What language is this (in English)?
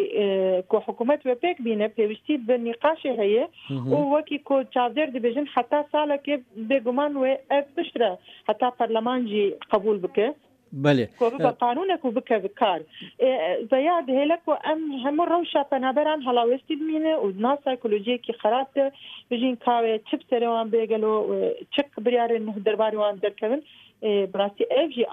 Kurdish